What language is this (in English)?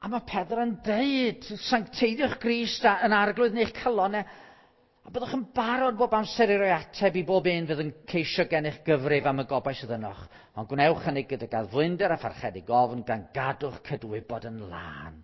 Welsh